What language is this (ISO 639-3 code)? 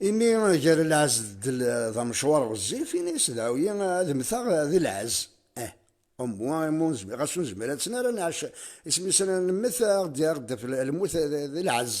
kab